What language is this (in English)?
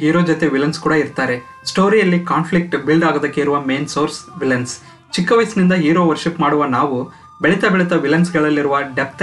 Kannada